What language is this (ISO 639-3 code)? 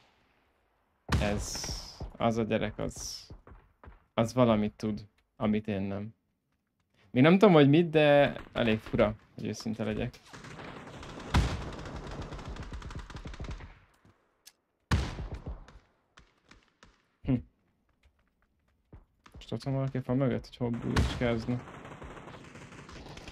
hun